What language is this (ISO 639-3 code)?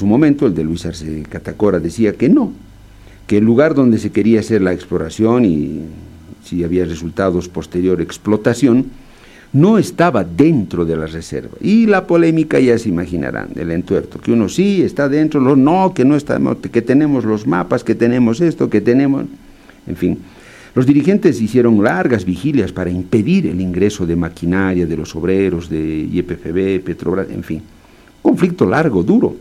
spa